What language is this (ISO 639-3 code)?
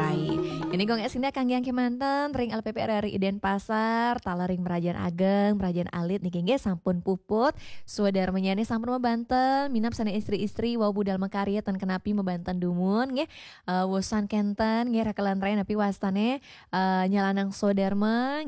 ban